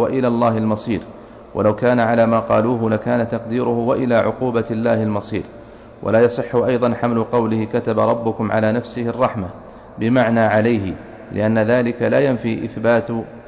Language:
Arabic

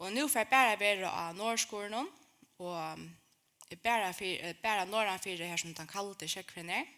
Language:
Faroese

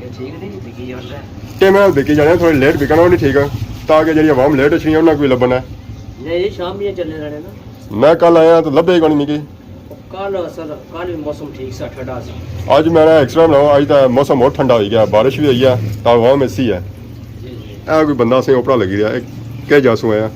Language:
Pahari-Potwari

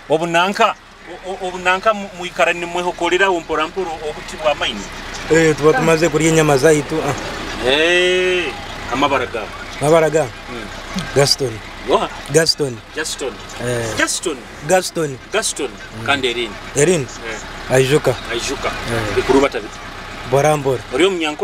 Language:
Nyoro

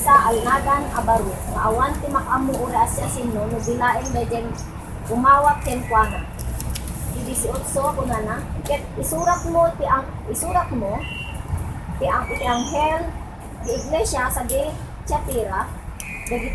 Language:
Iloko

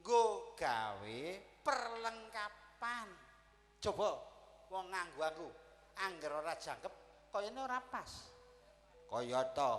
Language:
Javanese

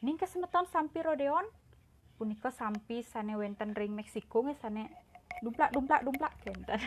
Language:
Balinese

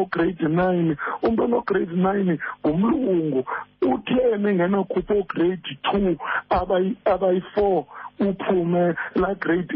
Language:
Xhosa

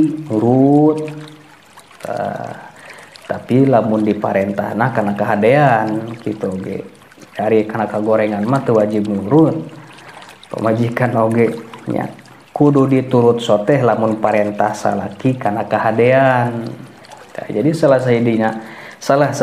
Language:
Sundanese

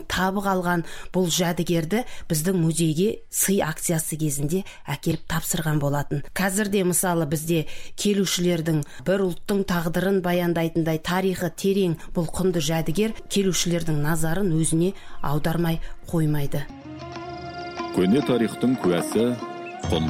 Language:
Kazakh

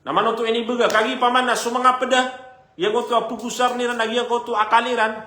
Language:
Maranao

